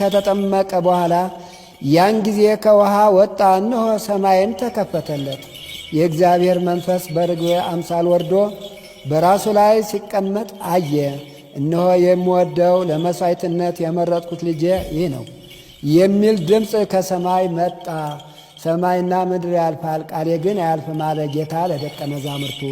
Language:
Amharic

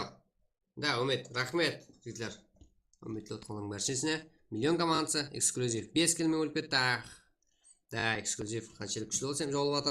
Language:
Kara-Kalpak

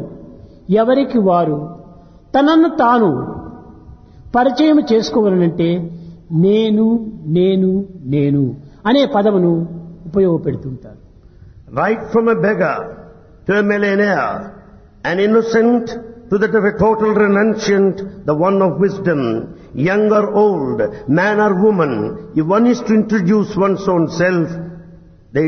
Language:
Telugu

